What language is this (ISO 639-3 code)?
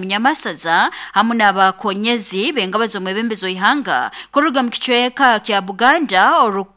nyo